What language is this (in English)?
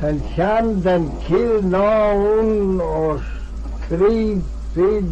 Manx